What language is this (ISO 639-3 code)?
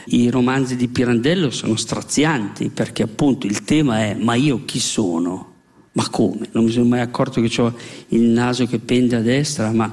ita